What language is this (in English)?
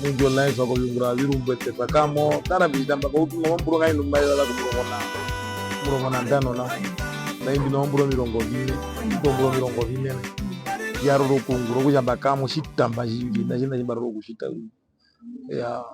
Herero